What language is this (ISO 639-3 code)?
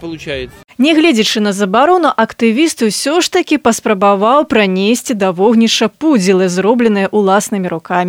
bel